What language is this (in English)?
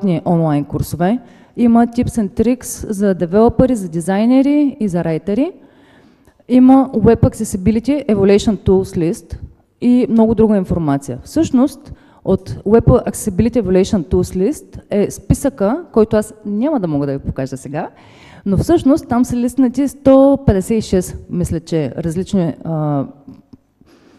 Bulgarian